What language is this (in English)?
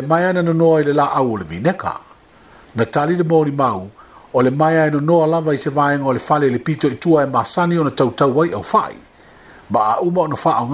Samoan